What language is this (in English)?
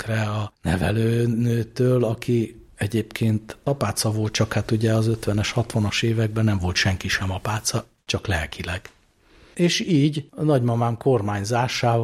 Hungarian